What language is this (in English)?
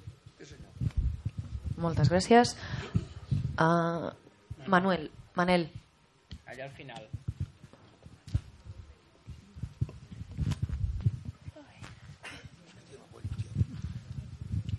Catalan